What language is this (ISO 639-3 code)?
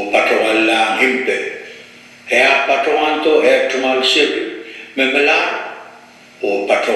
pon